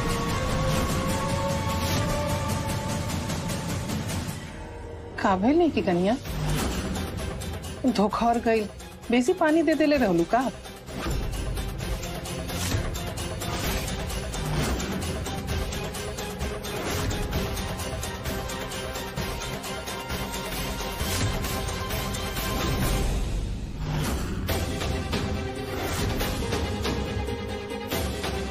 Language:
Bhojpuri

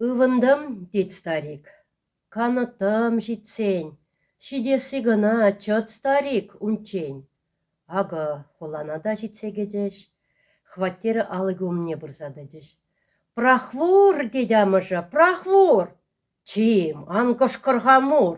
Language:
Chuvash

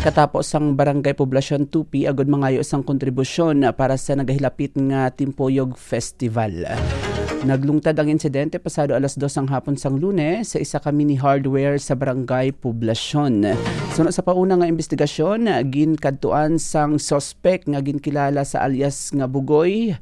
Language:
Hiligaynon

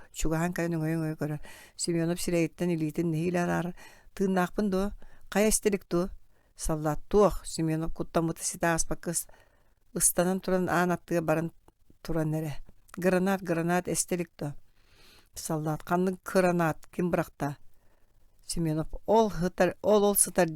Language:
Yakut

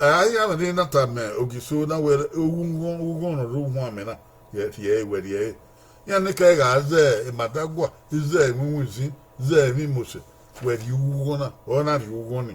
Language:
Bini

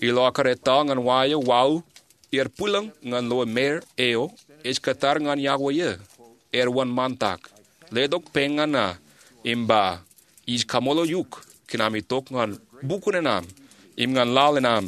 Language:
Marshallese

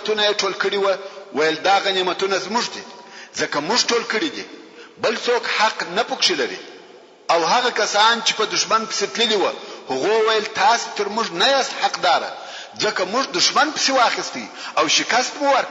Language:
Pashto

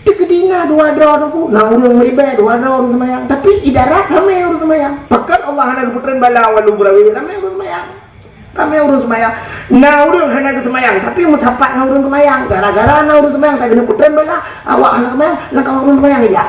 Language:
Achinese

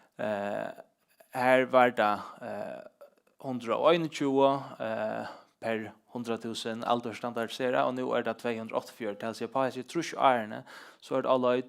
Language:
Faroese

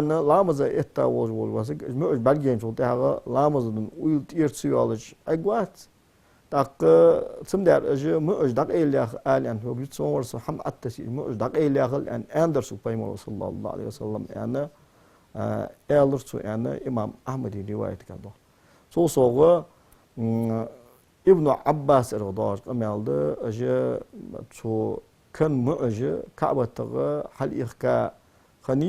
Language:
Ingush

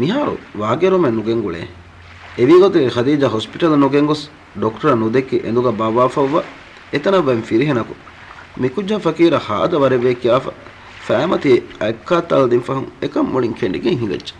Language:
Divehi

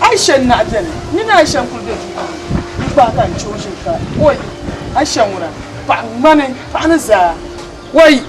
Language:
Dagbani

